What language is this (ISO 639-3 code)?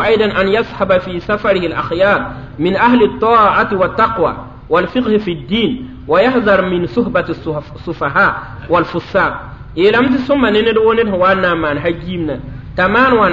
mos